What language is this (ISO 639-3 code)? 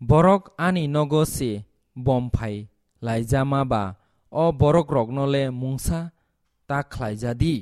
trp